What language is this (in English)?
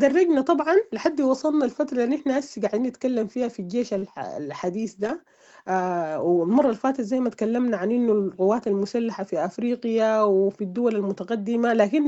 Sudanese Arabic